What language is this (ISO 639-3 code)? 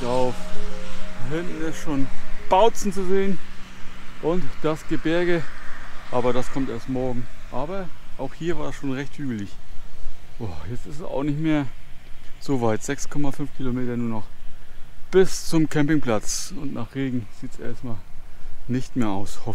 deu